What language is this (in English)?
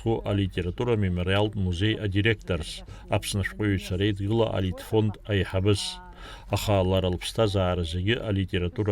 Abkhazian